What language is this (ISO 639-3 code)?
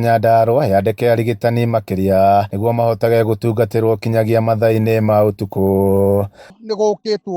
kik